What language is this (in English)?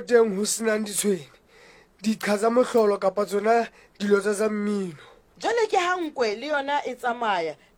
Southern Sotho